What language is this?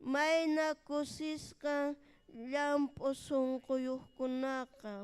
Ayacucho Quechua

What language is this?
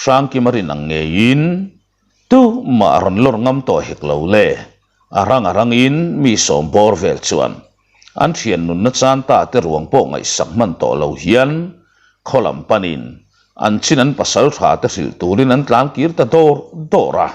Mizo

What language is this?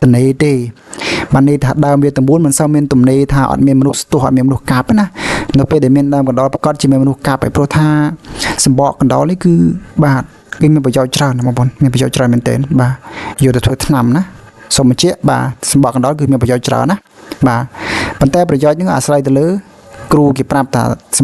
Khmer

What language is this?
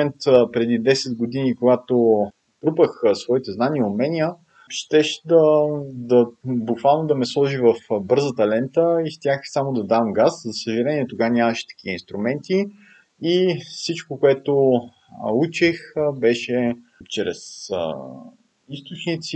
Bulgarian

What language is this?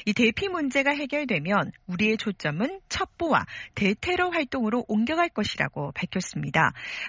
Korean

